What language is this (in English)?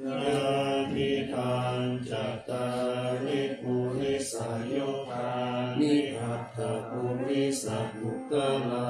Pali